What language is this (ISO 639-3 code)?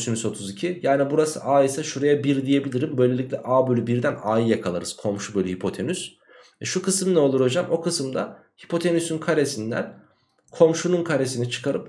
tur